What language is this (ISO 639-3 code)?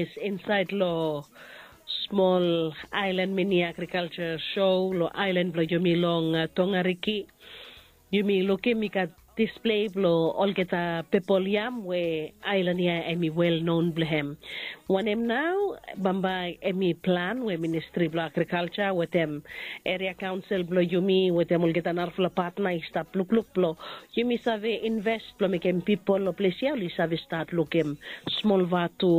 bis